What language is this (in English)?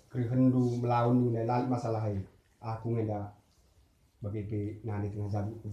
Batak Karo